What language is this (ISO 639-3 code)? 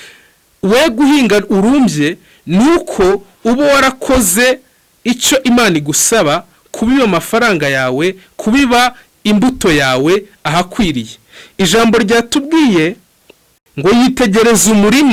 kin